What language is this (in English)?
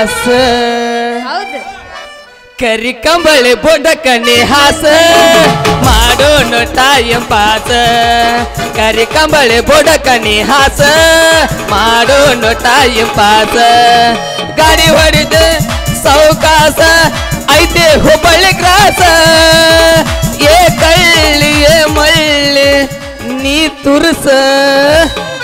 Kannada